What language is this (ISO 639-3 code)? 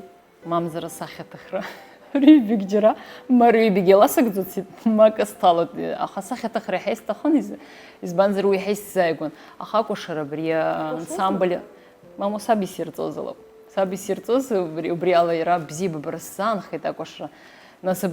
abk